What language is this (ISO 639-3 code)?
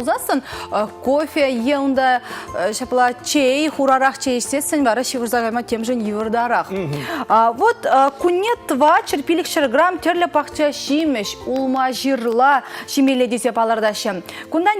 chv